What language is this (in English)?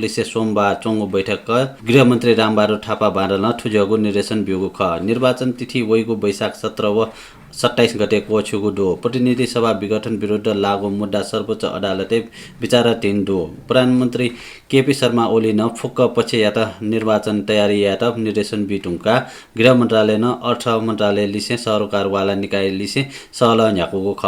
Newari